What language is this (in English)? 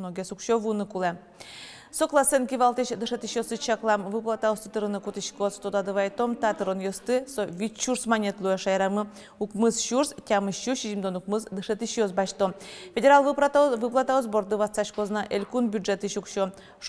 Udmurt